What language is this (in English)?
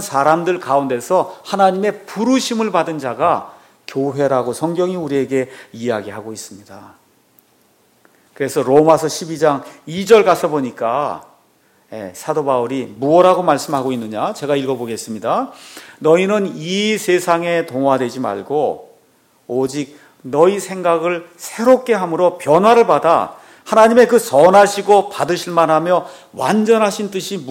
Korean